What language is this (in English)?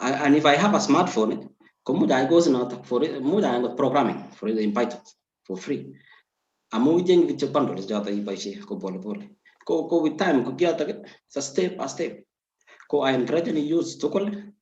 Kalenjin